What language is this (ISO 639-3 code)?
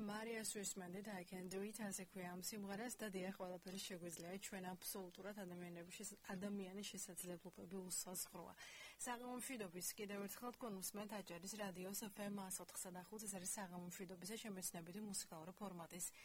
kat